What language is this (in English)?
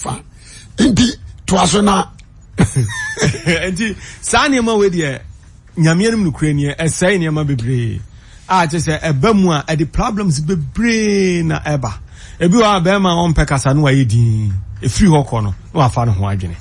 Akan